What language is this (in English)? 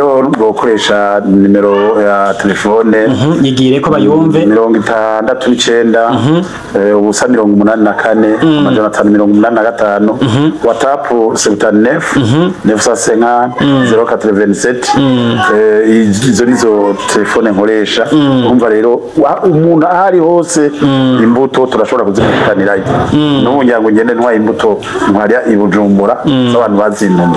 Rundi